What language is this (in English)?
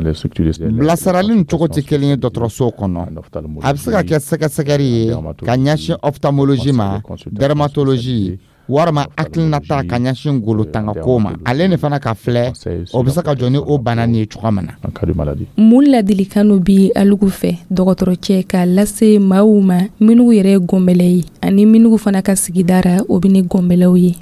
Dyula